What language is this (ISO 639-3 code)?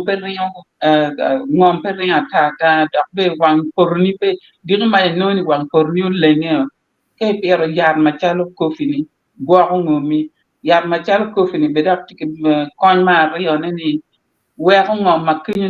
ach